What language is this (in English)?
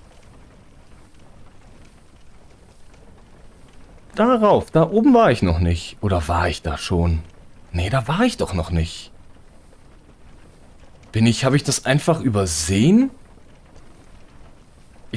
German